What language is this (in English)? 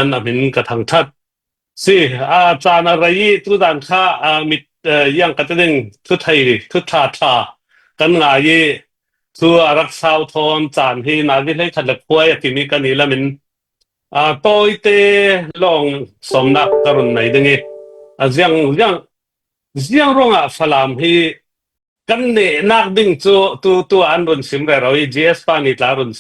Falam Chin